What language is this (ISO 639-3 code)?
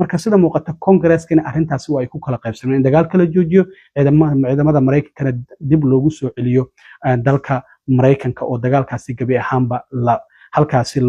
som